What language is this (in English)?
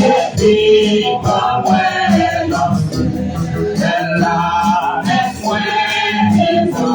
Haitian Creole